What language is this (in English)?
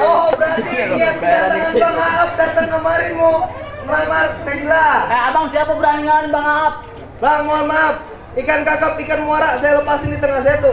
Betawi